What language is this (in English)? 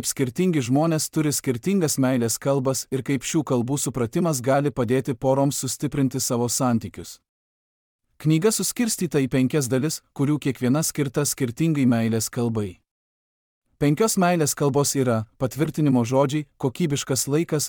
Lithuanian